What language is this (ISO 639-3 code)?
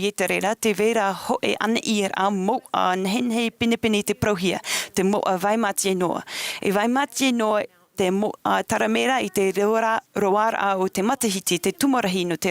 tah